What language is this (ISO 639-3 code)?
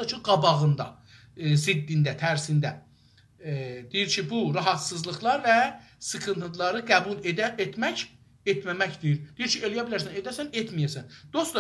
azb